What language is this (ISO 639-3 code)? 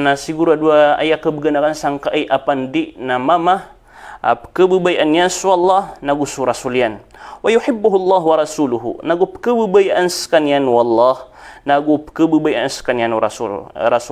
mrw